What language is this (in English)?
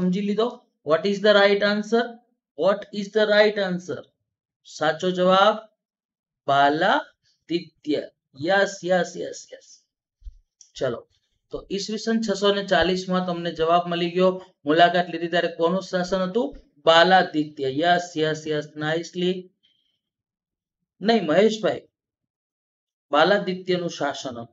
Gujarati